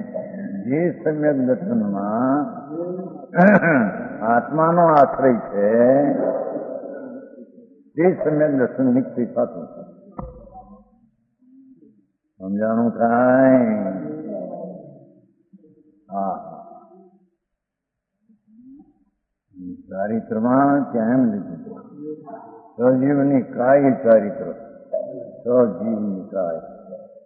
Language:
Gujarati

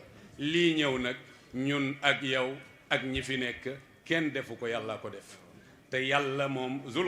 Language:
Wolof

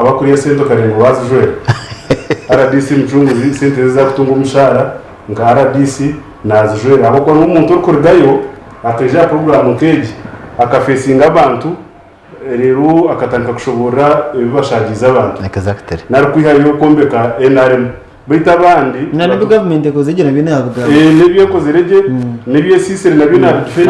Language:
Nyankole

